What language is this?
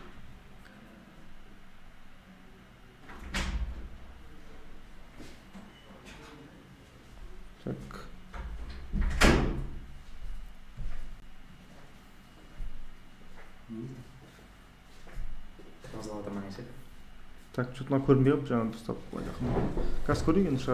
Kazakh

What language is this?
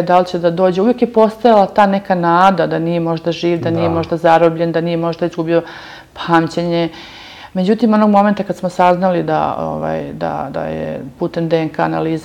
Serbian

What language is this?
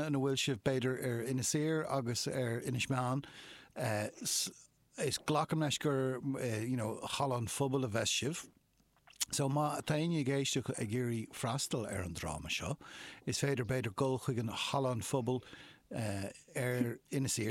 Irish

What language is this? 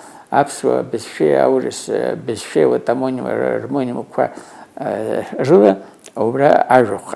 Abkhazian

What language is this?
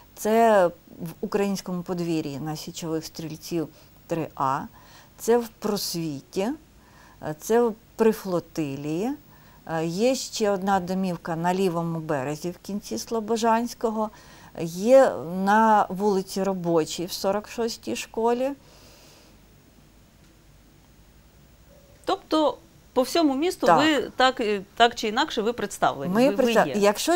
Ukrainian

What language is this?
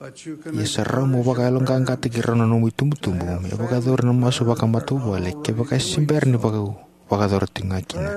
Fijian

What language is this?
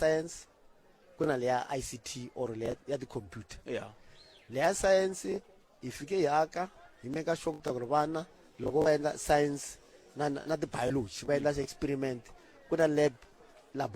Tsonga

